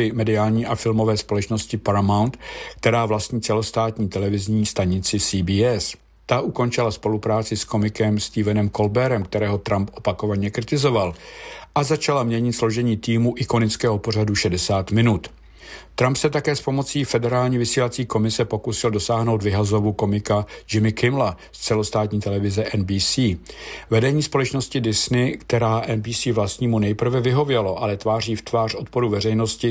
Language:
Czech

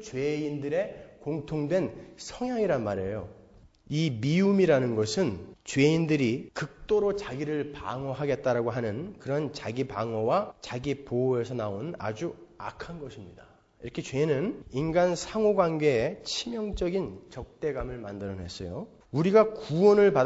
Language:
Korean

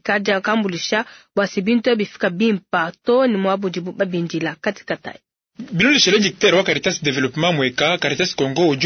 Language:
Luba-Lulua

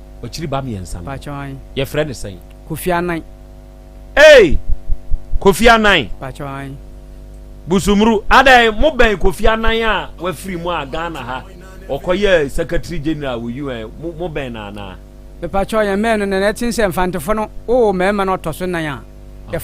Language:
Akan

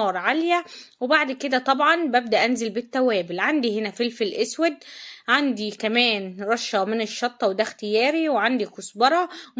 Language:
Egyptian Arabic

